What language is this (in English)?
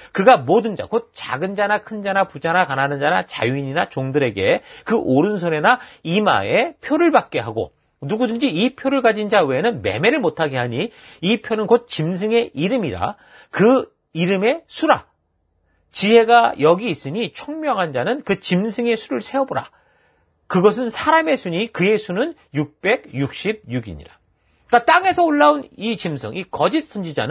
Korean